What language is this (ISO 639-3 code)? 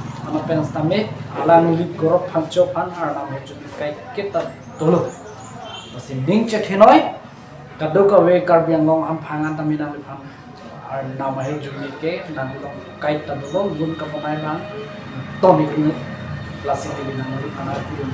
mjw